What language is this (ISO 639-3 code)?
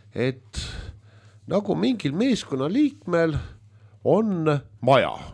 est